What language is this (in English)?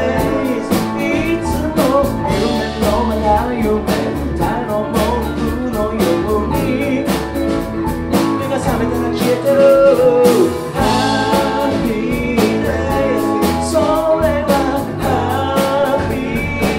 Japanese